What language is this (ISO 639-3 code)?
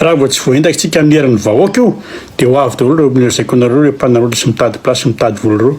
mlg